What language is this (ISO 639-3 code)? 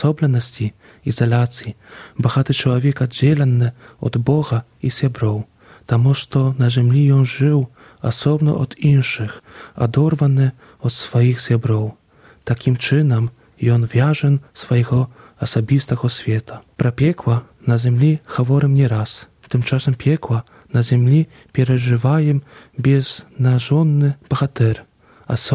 bel